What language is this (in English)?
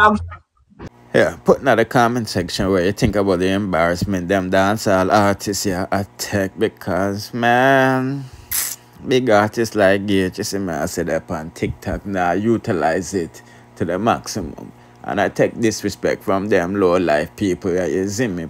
Jamaican Creole English